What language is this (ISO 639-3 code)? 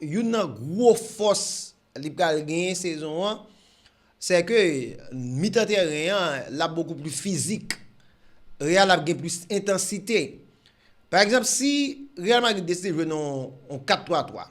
hat